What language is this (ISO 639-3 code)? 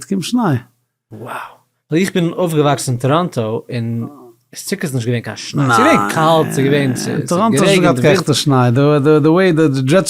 yid